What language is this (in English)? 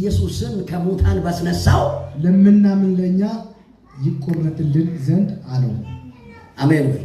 Amharic